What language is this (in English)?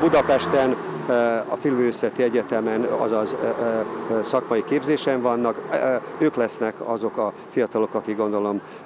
Hungarian